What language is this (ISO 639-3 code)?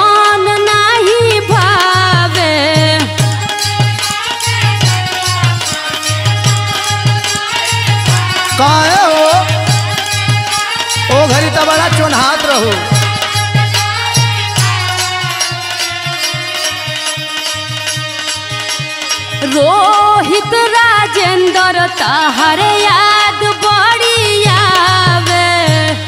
bho